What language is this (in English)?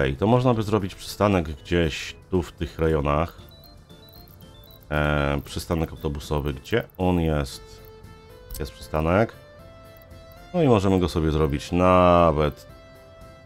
Polish